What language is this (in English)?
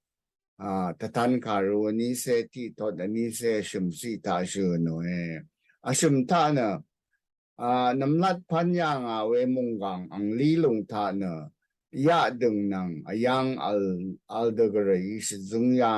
Rawang